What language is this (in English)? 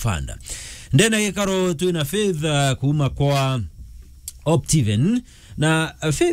Meru